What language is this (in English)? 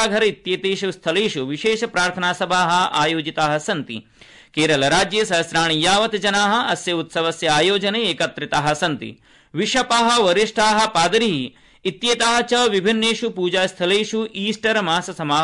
Sanskrit